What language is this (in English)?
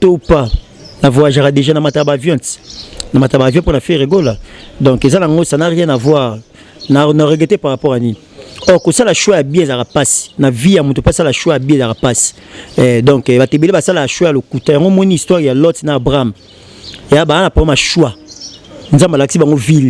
Lingala